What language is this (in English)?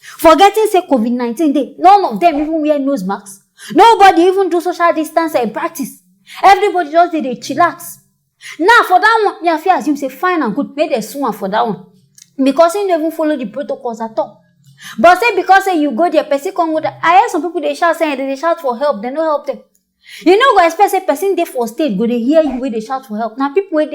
Nigerian Pidgin